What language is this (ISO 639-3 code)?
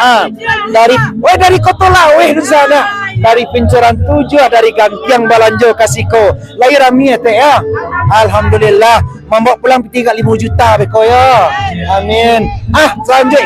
min